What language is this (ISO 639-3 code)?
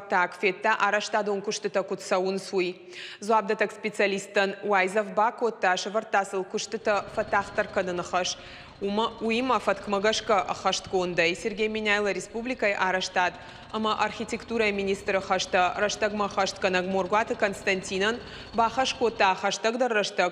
oss